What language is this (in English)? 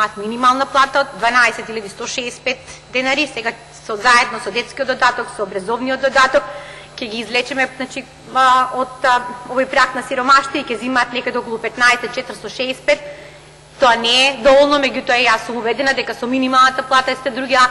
Macedonian